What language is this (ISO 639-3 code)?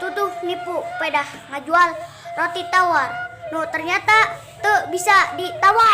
sun